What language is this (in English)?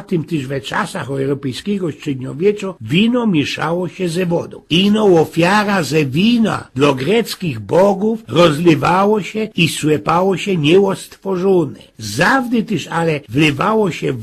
Silesian